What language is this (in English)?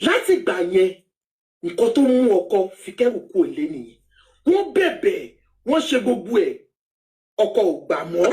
Yoruba